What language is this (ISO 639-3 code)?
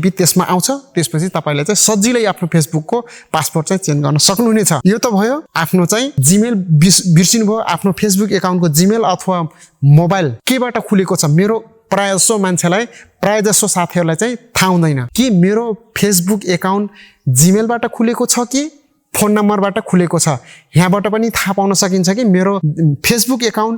nep